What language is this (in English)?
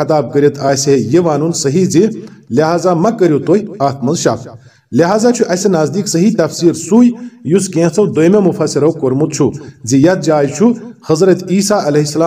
Kashmiri